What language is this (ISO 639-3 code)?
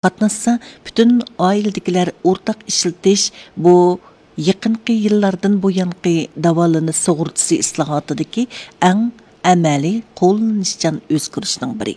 uig